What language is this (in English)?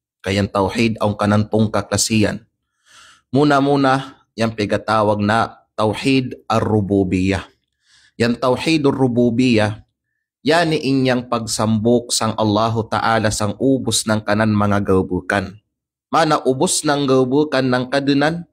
Kalagan